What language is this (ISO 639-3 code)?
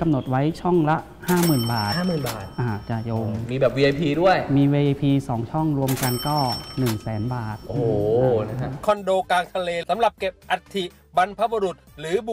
tha